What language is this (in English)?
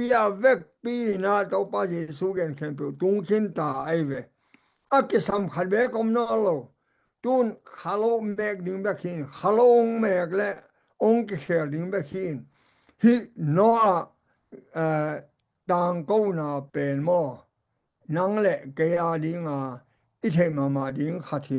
Tedim Chin